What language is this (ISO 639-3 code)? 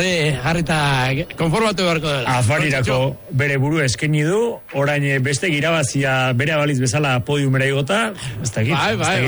eus